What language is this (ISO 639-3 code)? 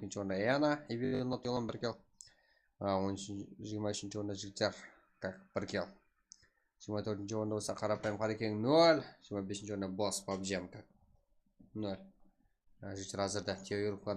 kaa